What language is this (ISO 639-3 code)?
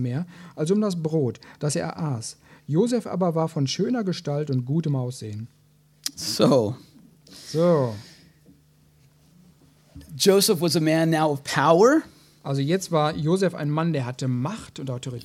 deu